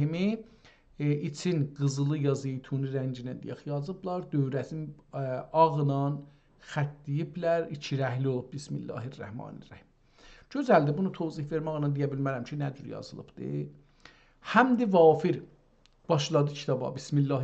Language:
South Azerbaijani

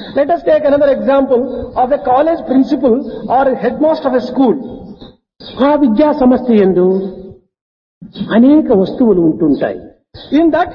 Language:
Telugu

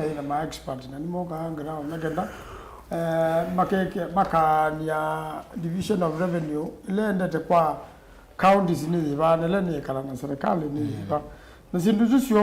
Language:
Kamba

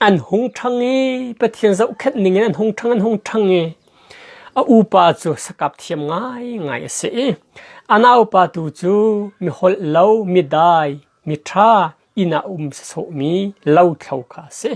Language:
Hakha Chin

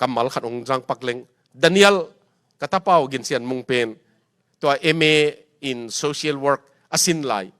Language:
Tedim Chin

